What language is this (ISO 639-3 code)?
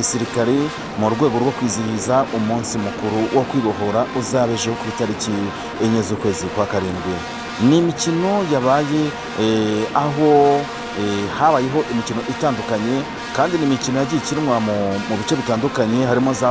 kin